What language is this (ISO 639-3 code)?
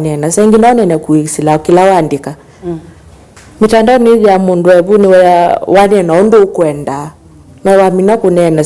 kam